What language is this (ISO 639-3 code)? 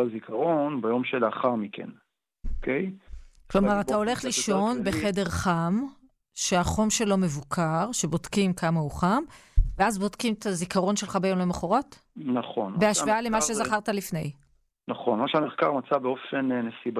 heb